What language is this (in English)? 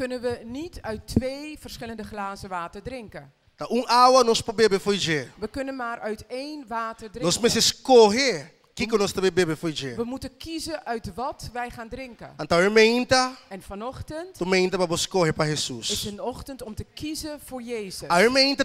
Papiamento